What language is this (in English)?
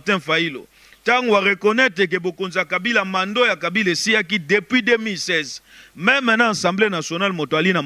Lingala